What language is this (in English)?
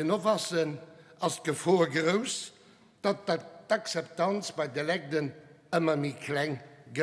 Luxembourgish